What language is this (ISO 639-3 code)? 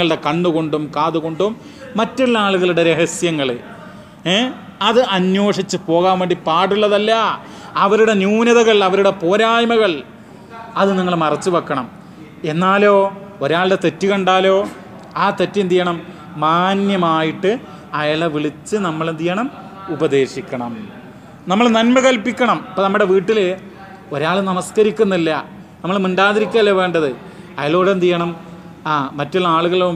mal